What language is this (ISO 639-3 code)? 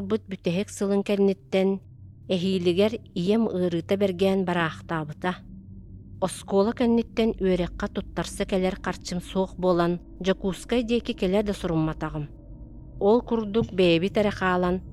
sah